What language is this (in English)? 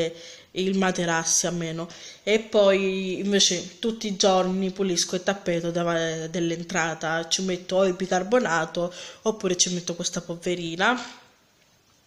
Italian